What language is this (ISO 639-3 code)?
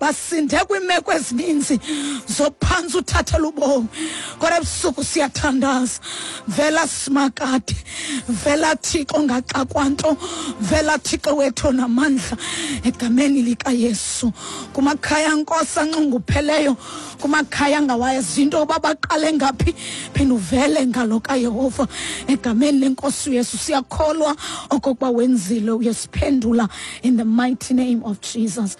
xho